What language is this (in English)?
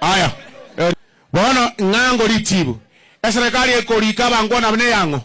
Gusii